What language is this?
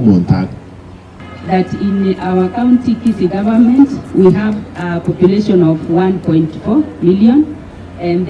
Gusii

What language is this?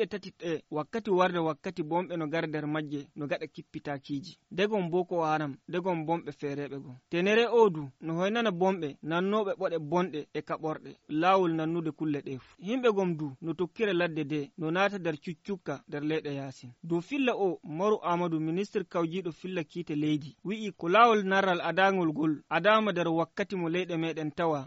Nigerian Fulfulde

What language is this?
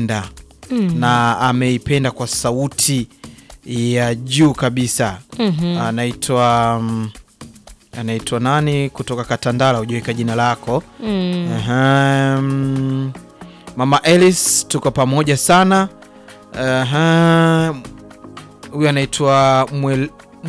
Swahili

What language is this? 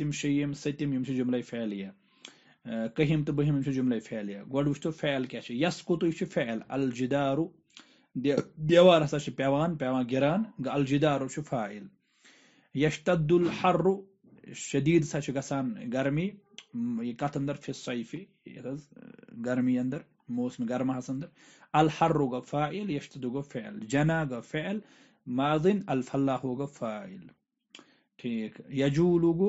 Kashmiri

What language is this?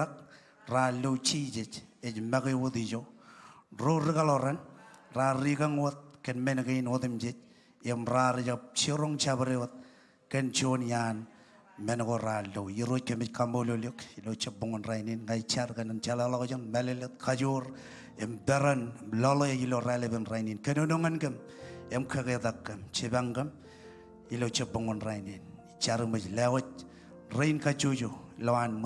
Marshallese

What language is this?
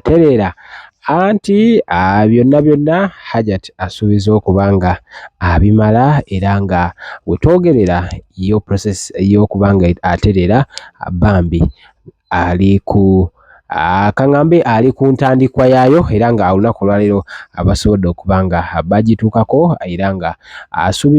Ganda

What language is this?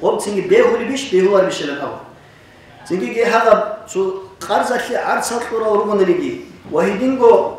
Avaric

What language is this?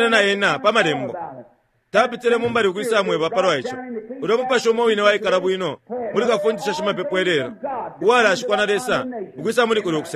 Bemba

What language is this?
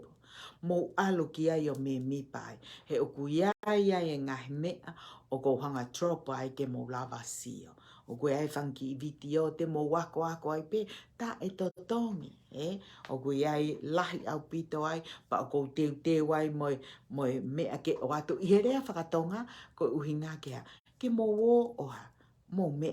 Tongan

